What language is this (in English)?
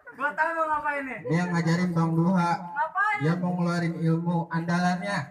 Betawi